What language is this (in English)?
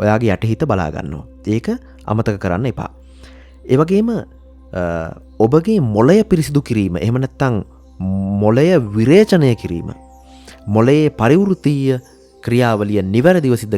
Sinhala